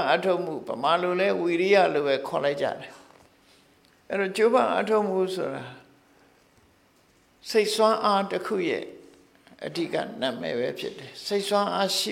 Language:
Burmese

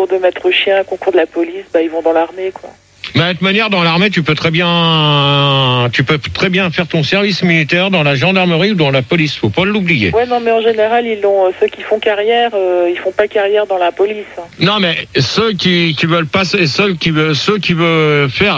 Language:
French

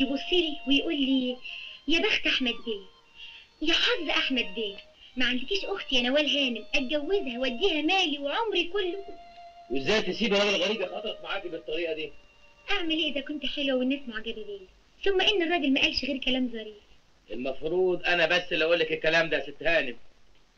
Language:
Egyptian Arabic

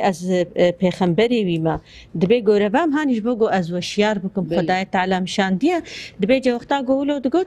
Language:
Kurdish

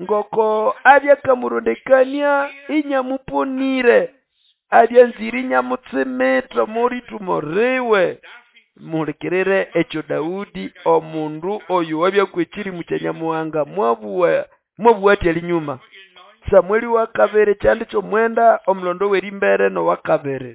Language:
Nande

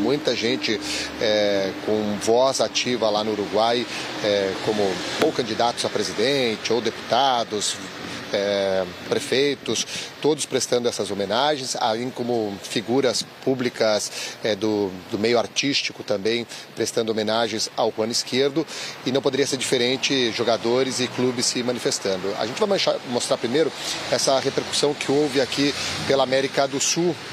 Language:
Portuguese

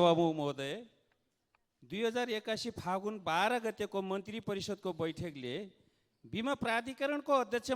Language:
Nepali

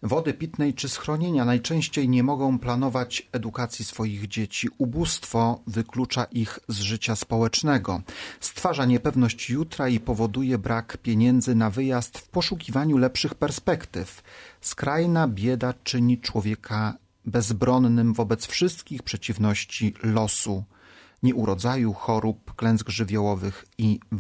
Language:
Polish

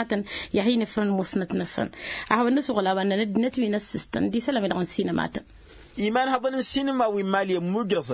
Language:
Tamasheq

